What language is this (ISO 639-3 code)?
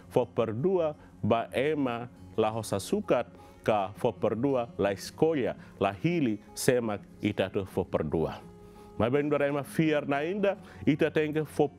tet